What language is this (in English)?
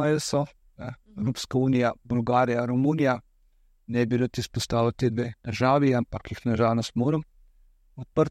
Slovenian